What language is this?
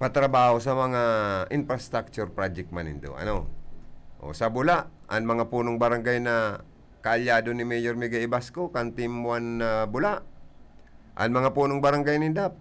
Bikol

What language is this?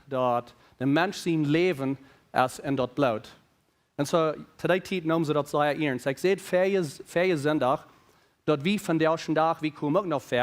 Plautdietsch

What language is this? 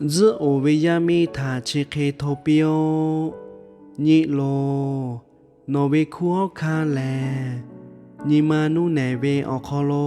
Lahu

